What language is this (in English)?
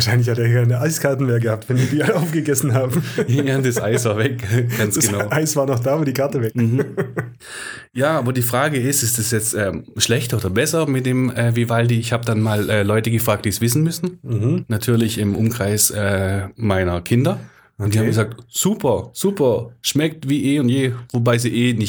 German